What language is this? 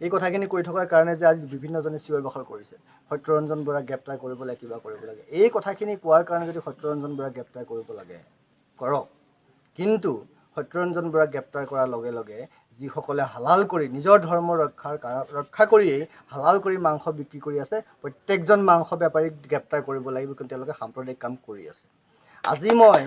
Assamese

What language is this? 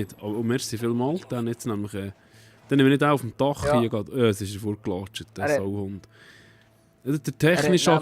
Swiss German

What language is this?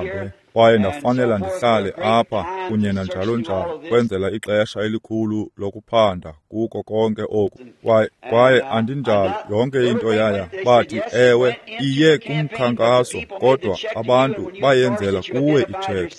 Xhosa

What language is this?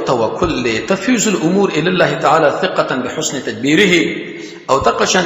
Pashto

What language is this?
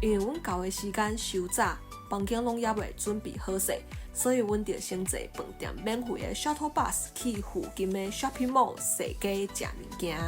Min Nan Chinese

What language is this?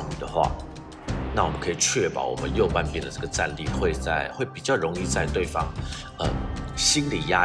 Chinese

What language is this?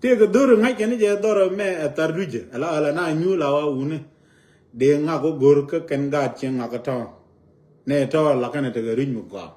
Nuer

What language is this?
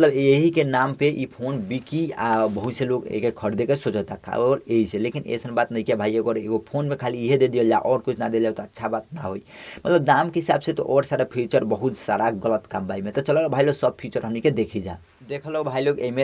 Bhojpuri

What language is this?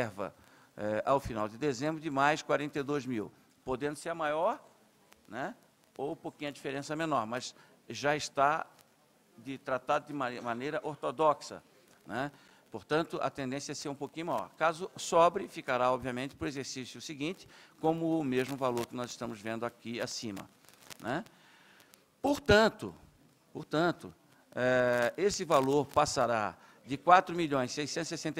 Portuguese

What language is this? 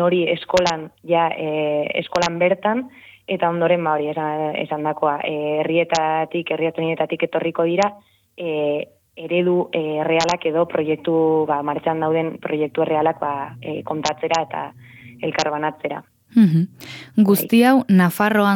Basque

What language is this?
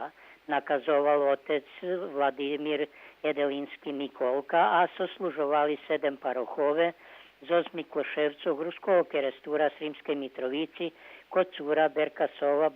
Rusyn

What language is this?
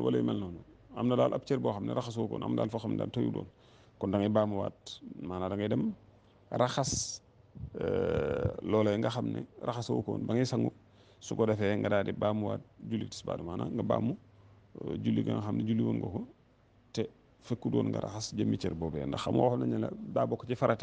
Wolof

